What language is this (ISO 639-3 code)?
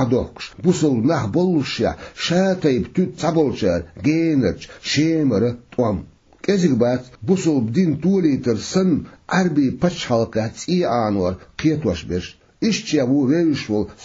che